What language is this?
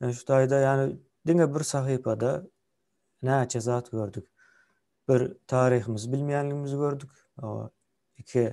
Turkmen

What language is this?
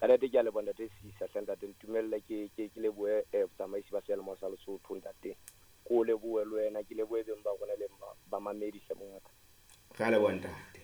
Southern Sotho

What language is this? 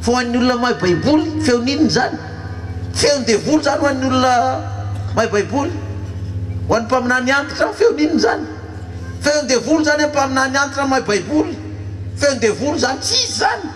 Malagasy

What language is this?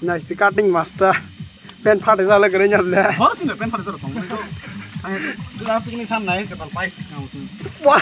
Kok Borok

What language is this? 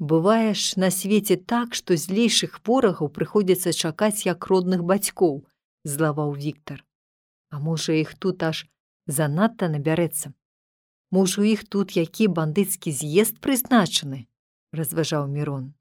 Belarusian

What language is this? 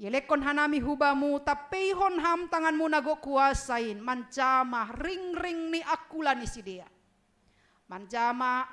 Batak Simalungun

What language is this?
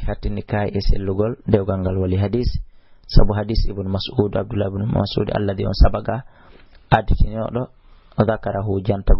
Fula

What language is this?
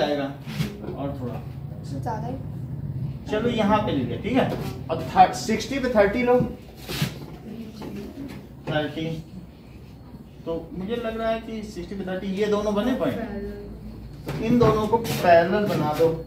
Hindi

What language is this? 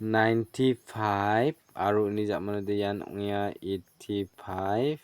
Garo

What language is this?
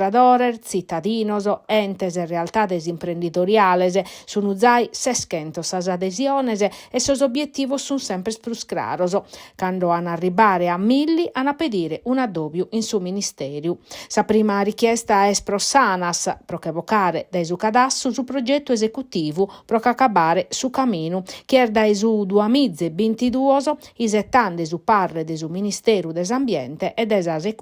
Sardinian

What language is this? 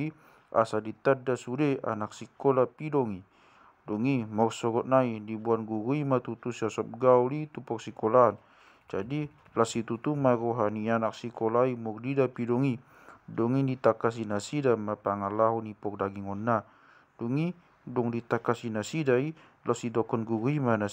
Batak Toba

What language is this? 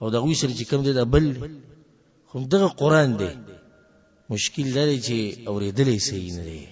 Pashto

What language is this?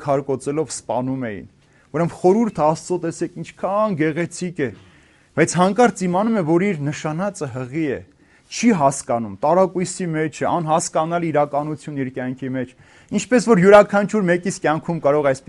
Armenian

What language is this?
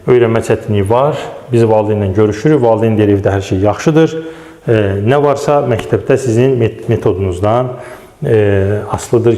Azerbaijani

